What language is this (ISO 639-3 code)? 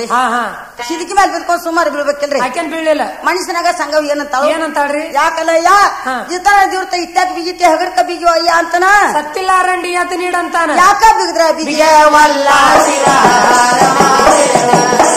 kan